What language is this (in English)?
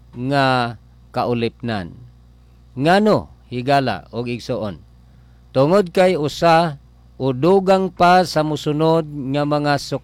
Cebuano